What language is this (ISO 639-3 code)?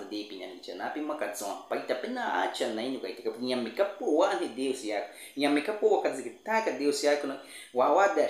bwi